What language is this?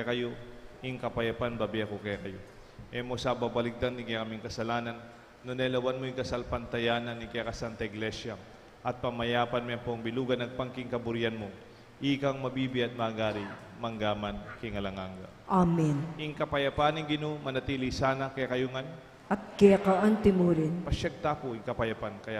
Pampanga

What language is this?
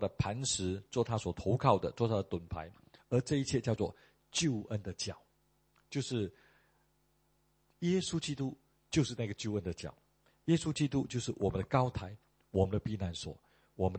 Chinese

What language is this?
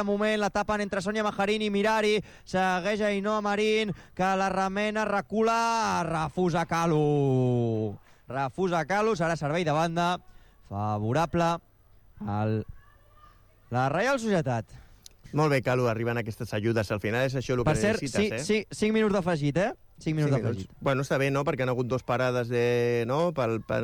Catalan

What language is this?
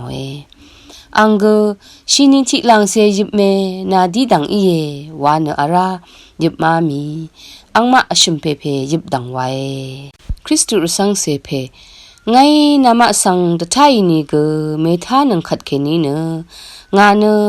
Rawang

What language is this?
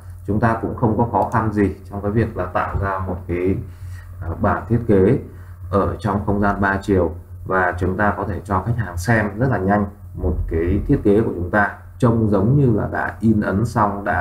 Vietnamese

